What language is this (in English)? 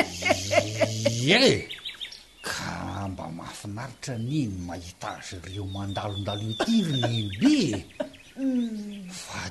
Malagasy